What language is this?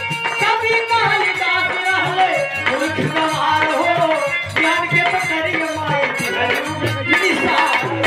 Bhojpuri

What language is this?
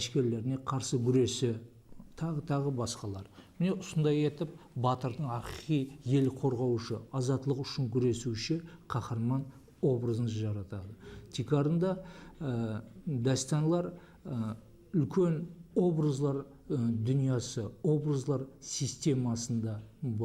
Kara-Kalpak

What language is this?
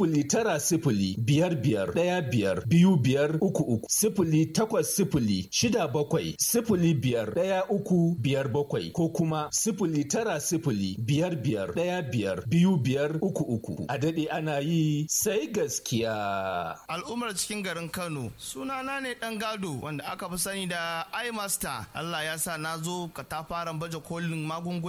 Hausa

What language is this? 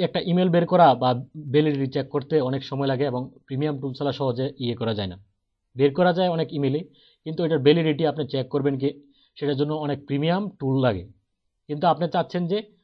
Bangla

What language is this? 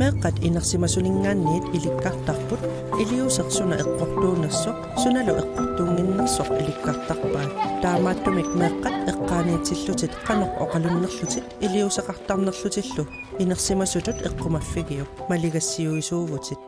Kalaallisut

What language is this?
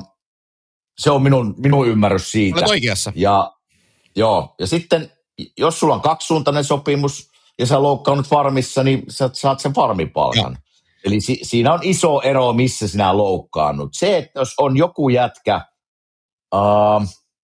Finnish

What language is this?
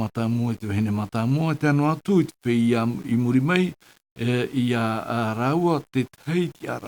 Tahitian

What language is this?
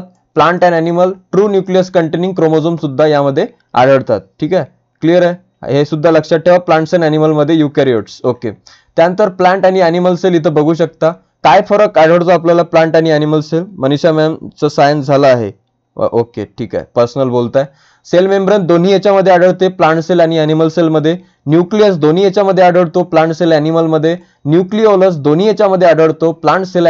Marathi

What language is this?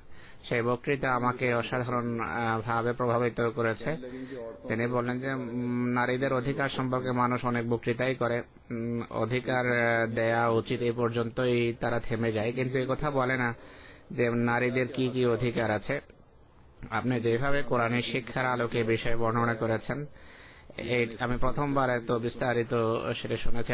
Bangla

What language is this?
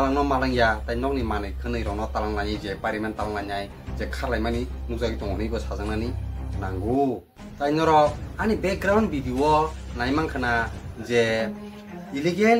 Kok Borok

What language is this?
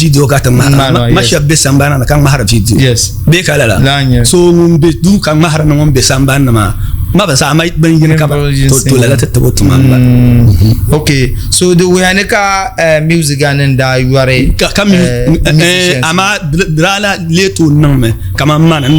Dagbani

